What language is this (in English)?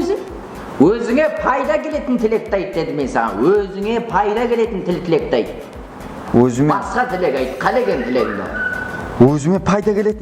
Kara-Kalpak